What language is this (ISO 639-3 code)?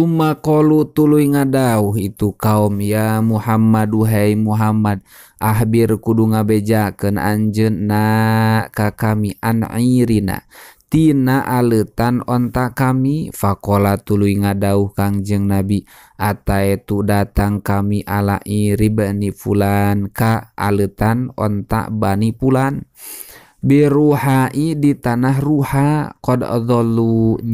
sun